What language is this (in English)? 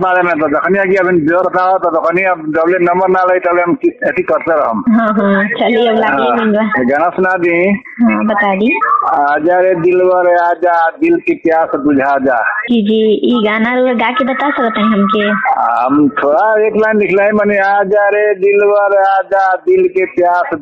Bhojpuri